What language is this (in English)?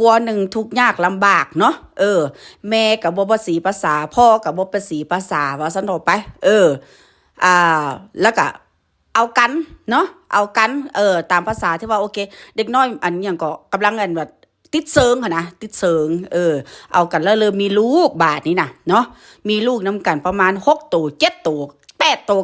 Northeastern Thai